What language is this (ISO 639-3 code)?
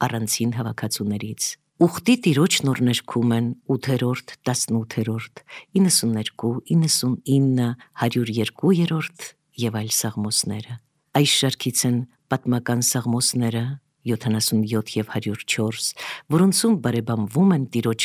hye